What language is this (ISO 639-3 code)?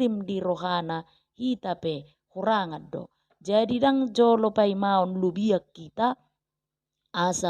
bbc